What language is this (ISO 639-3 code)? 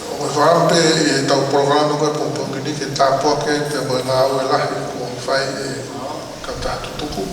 ton